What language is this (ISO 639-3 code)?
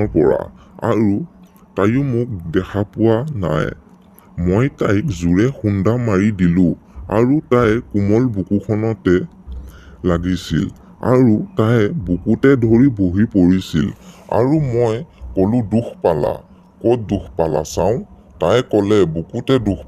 asm